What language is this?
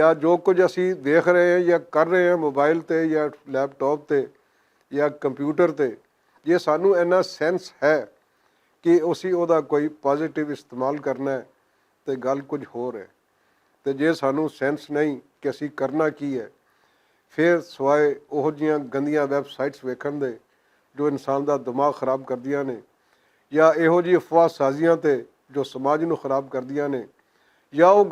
Western Panjabi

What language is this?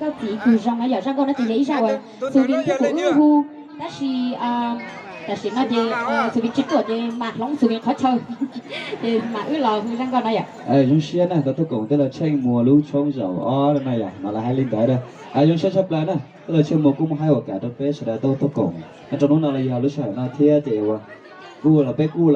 Hmong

